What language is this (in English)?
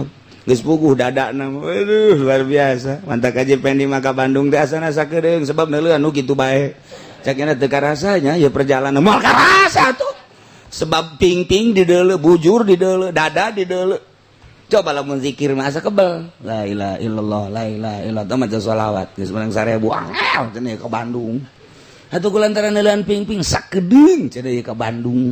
Sundanese